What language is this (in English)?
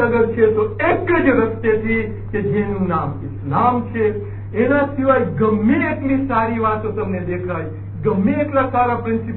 Gujarati